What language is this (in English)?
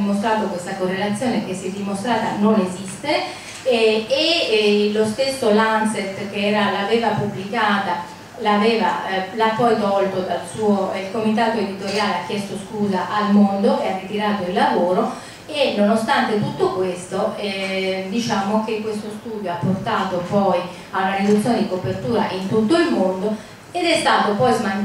Italian